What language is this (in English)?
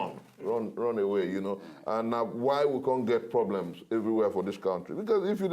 Nigerian Pidgin